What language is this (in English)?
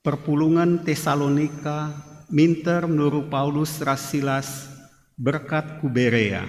Batak Karo